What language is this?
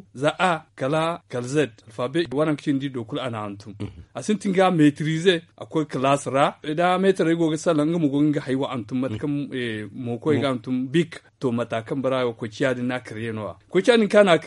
Zarma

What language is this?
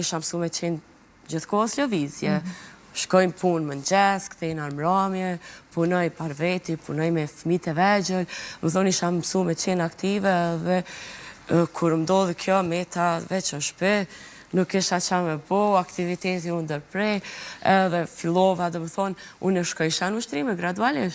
Albanian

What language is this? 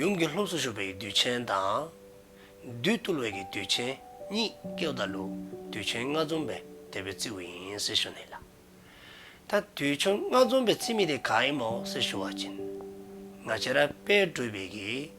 Dzongkha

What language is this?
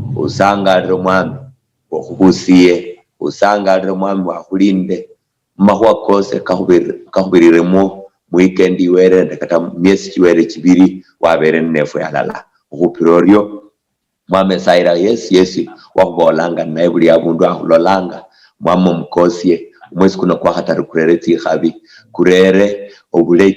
Luyia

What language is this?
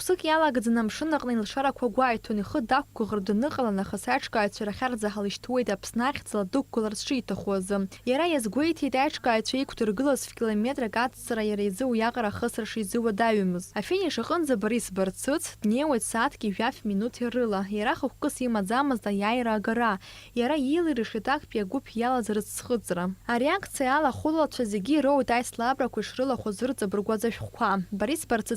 Abkhazian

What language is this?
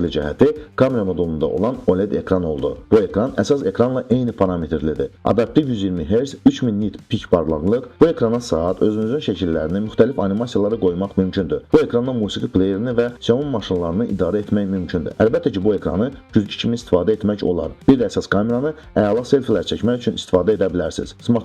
Azerbaijani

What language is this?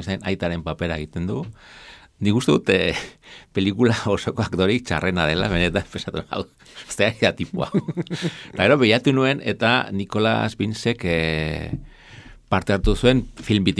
Basque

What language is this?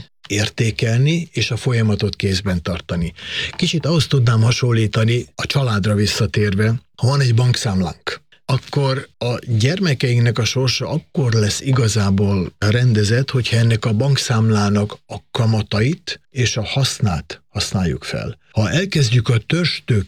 Hungarian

